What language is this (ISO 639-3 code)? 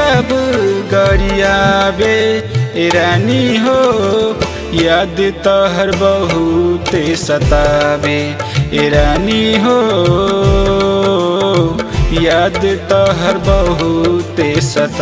bho